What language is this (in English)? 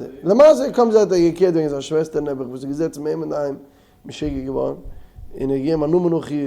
Yiddish